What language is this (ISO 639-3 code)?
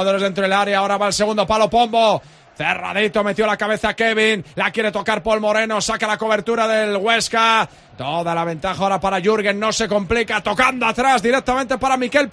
spa